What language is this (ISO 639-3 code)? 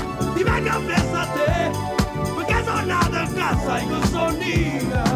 ita